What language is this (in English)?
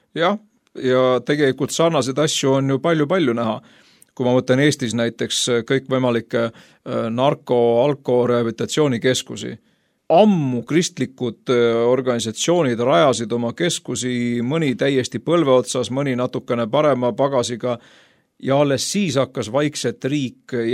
Estonian